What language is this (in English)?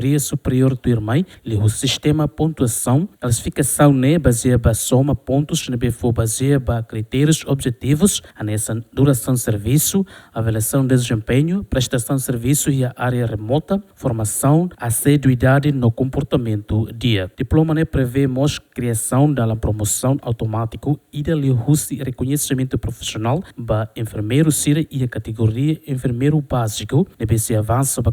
Tetum